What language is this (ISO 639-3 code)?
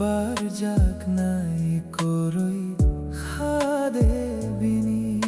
trp